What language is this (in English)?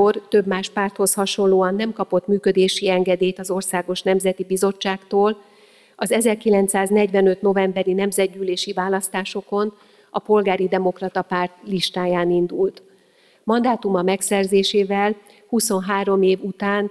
Hungarian